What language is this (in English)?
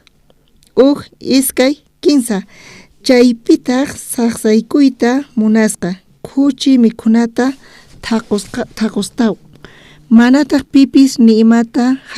South Bolivian Quechua